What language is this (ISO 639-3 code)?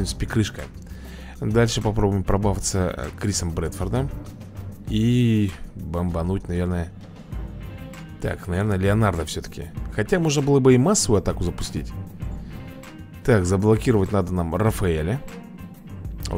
rus